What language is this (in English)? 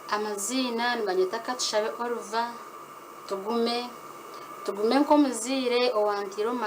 Nyankole